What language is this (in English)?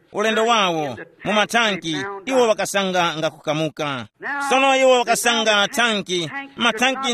Tumbuka